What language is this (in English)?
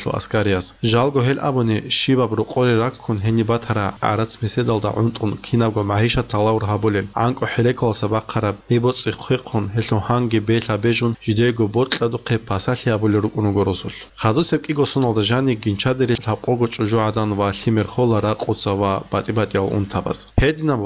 Avaric